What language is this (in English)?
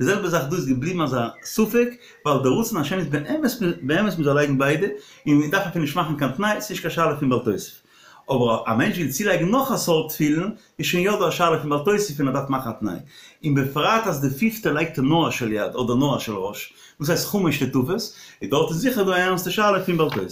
Yiddish